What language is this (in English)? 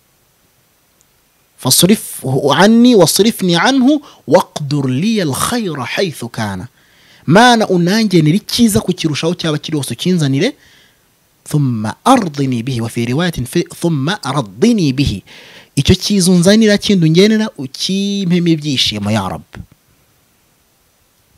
Kinyarwanda